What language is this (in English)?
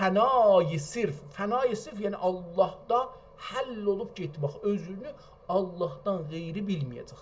South Azerbaijani